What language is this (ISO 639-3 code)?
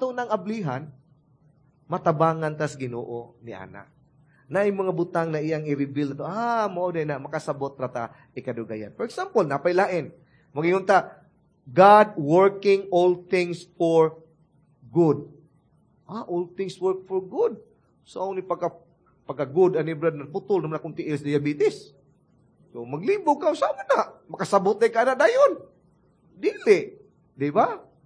ceb